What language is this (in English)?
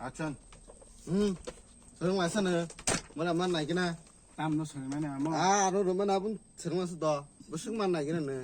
Kok Borok